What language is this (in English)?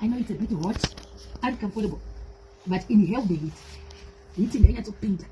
Shona